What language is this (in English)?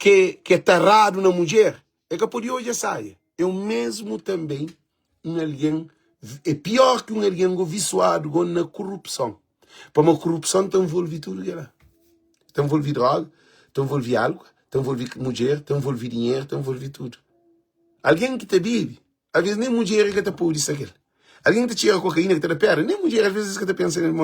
Kabuverdianu